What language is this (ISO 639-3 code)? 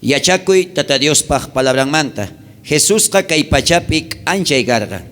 quh